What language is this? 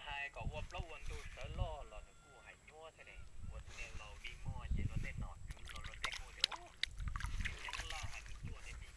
Hmong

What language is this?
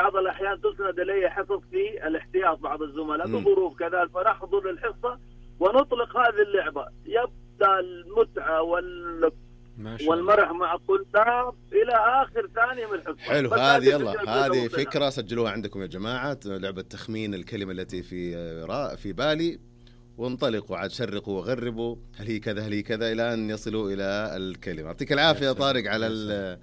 Najdi Arabic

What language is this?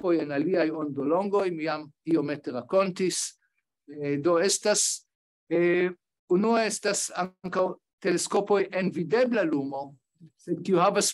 Esperanto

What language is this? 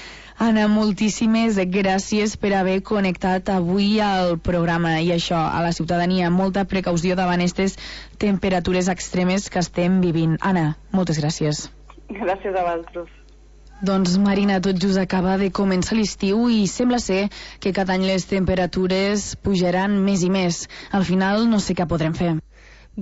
Catalan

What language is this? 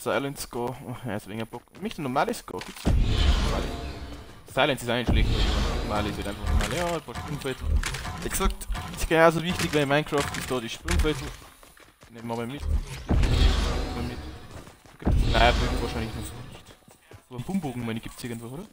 Bavarian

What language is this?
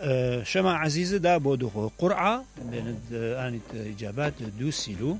Mesopotamian Arabic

